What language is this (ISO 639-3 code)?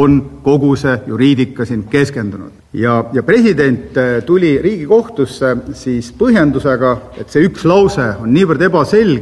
est